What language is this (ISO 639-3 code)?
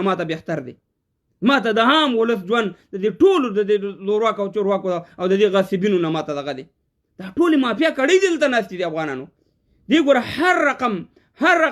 pus